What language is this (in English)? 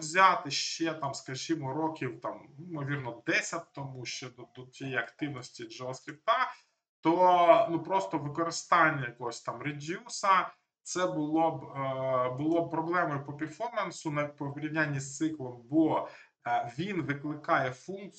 Ukrainian